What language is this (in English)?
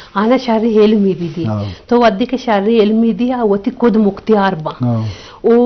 Eastern Balochi